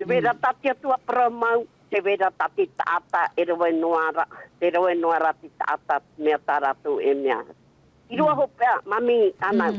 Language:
Tahitian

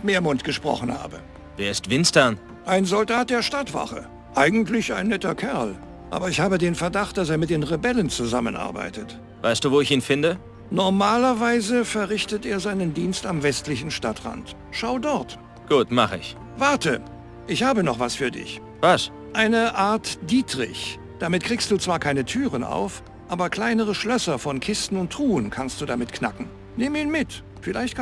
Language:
Bavarian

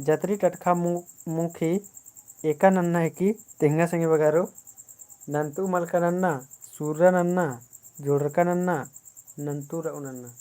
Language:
Kurukh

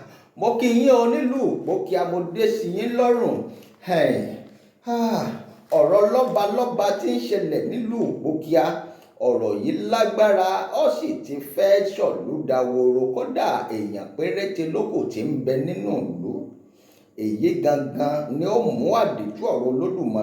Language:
Yoruba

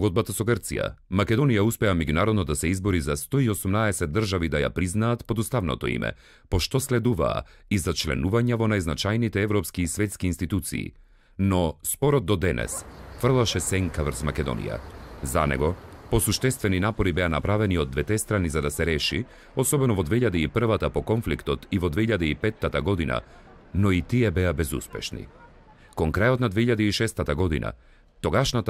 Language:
Macedonian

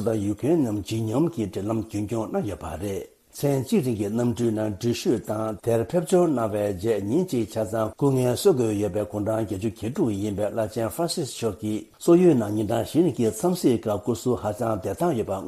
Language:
Tibetan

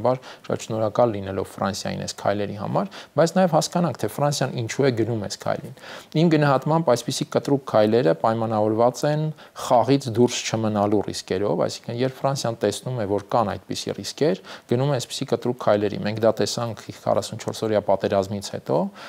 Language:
Armenian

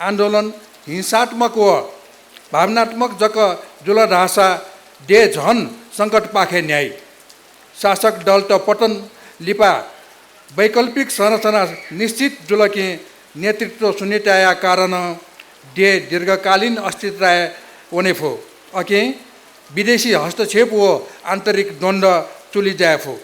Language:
Newari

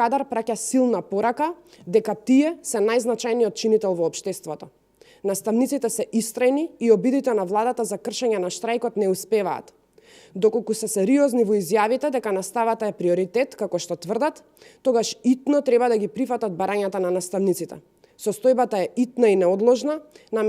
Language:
Macedonian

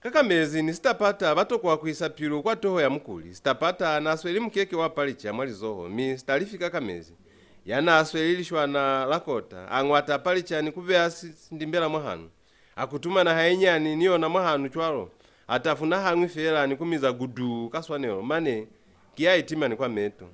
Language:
Lozi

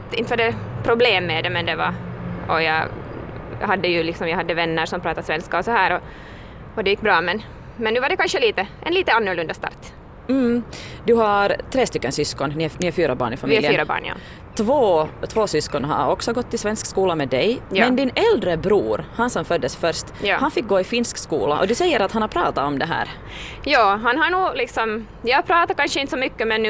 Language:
Swedish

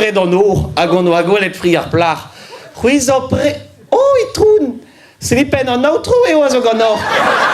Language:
Breton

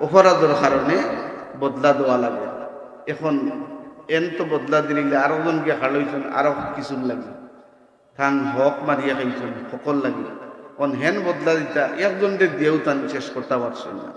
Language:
Sylheti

